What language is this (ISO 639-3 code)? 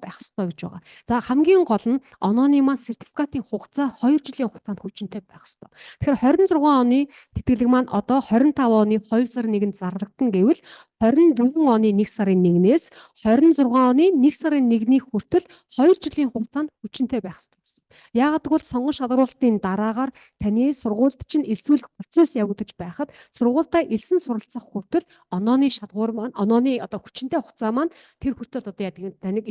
mon